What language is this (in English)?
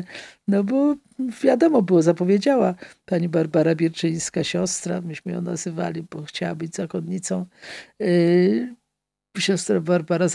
Polish